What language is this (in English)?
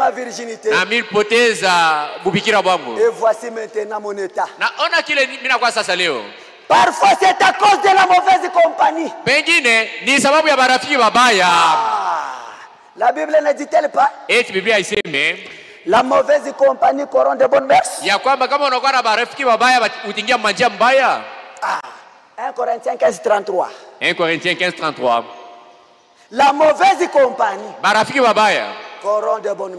Swahili